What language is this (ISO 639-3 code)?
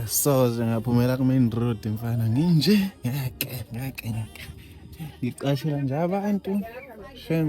zul